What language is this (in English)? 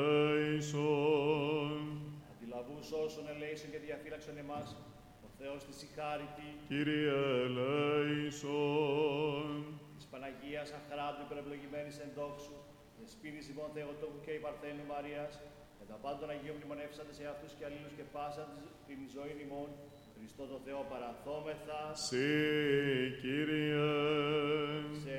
Greek